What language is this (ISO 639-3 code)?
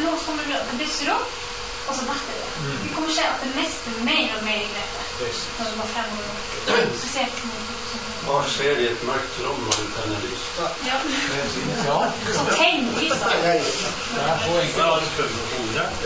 nor